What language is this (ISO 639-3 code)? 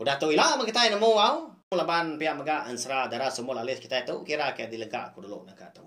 iba